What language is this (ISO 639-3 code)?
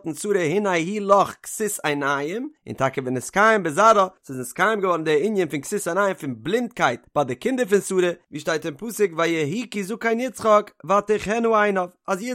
yid